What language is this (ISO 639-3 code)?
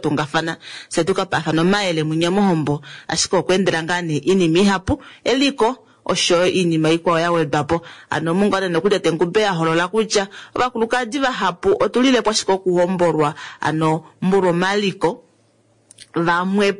kua